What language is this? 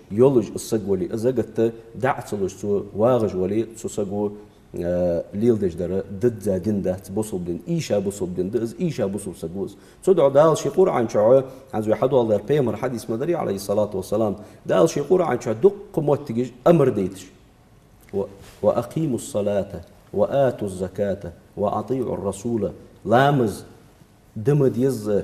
Ingush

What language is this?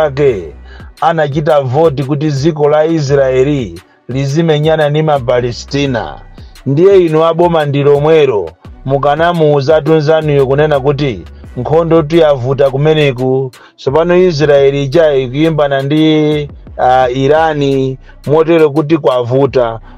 Nyanja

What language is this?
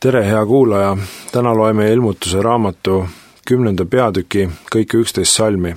Estonian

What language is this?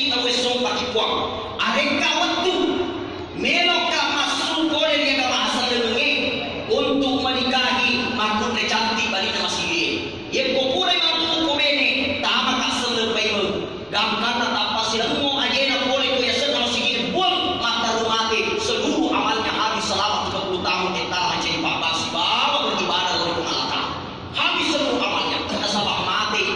Buginese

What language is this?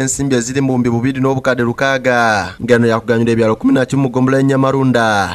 Ganda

